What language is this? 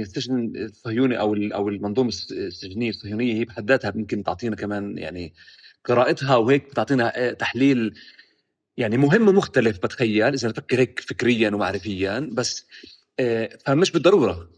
North Levantine Arabic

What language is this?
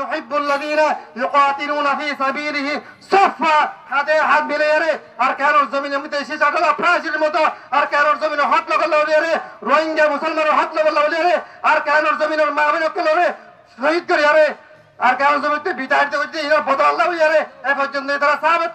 Rohingya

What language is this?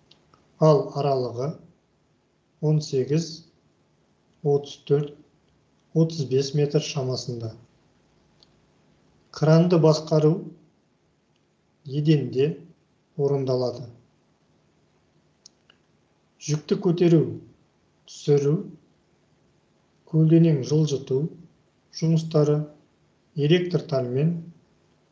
Kazakh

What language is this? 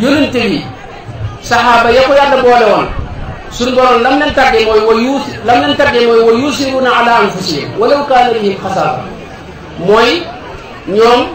Wolof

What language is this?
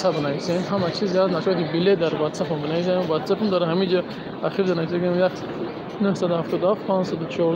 Tajik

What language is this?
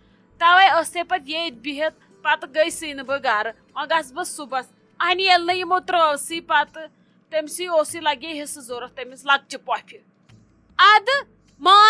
Kashmiri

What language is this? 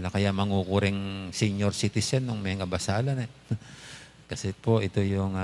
Pampanga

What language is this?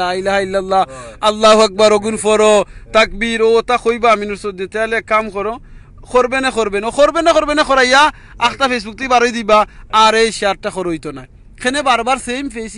Sylheti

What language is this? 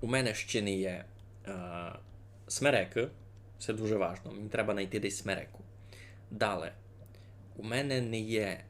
Rusyn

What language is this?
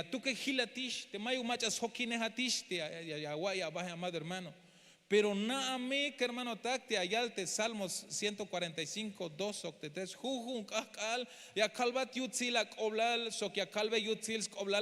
Tzeltal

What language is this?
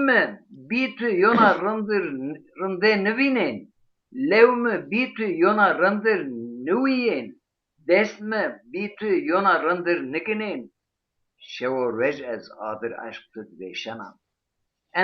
Zaza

